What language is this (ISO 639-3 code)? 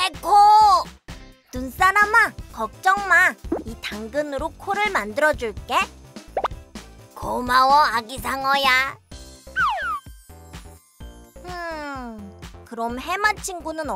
kor